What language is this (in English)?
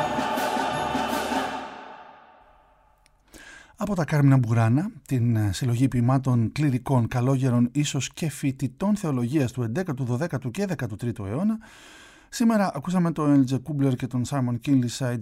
Greek